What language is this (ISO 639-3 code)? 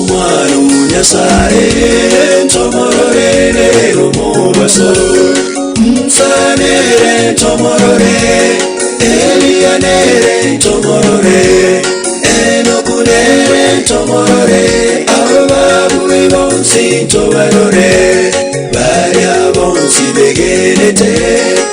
guz